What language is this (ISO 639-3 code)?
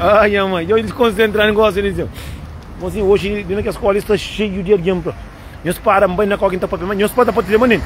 kea